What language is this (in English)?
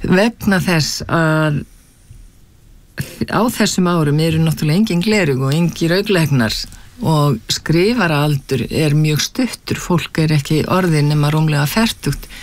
Icelandic